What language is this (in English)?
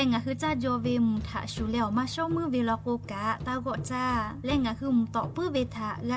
Lahu